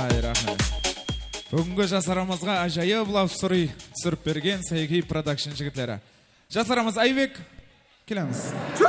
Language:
Kara-Kalpak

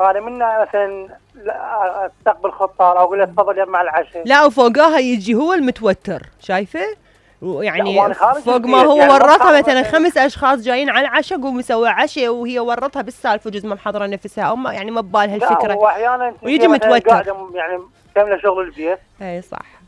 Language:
Mesopotamian Arabic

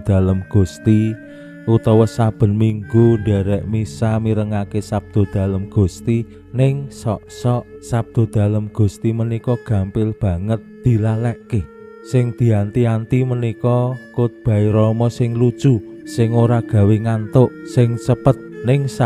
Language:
Javanese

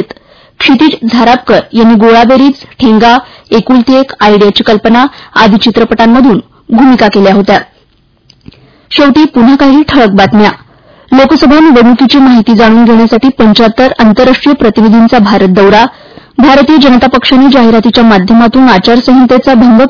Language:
Marathi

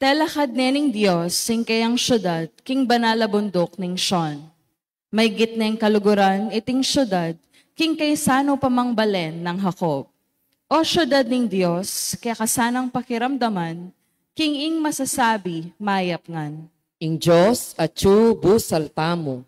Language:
Pampanga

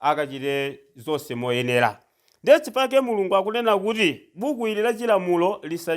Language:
Nyanja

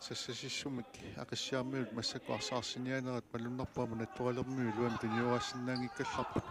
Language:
Kalaallisut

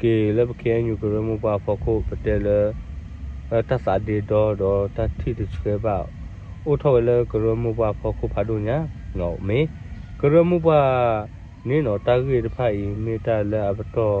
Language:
S'gaw Karen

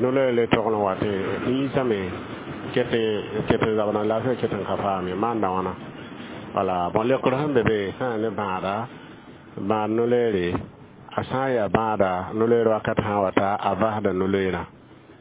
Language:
Mossi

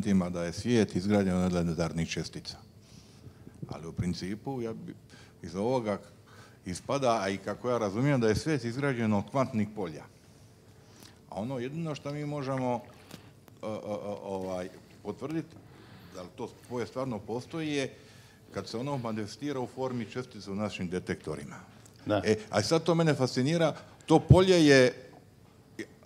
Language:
Croatian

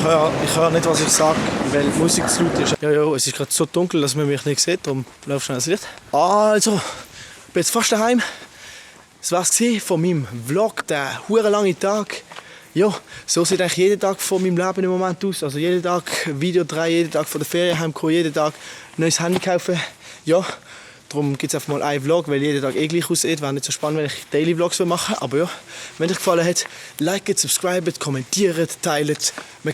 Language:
Swiss German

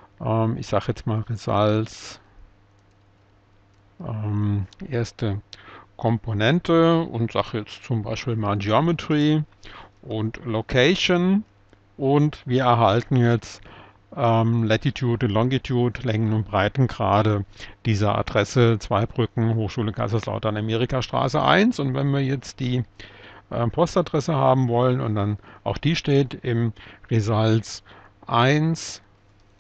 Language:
German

